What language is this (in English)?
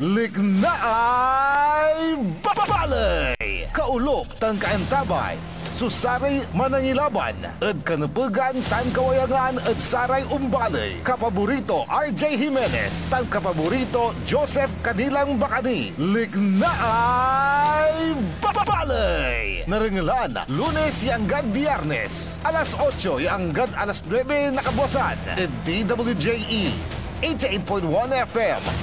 Pangasinan